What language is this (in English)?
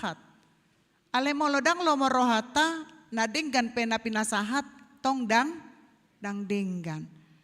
Batak Toba